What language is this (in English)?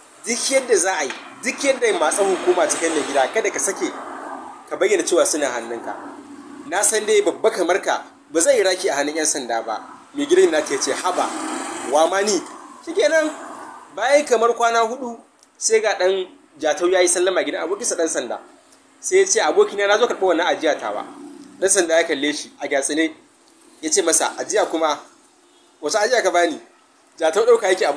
Hausa